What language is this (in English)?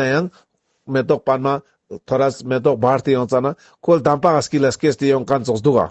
Ladakhi